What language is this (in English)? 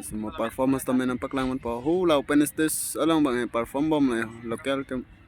Karbi